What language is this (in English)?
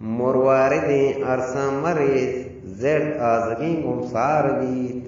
Eastern Balochi